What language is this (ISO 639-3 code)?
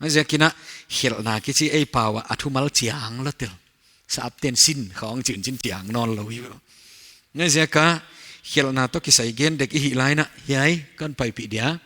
pck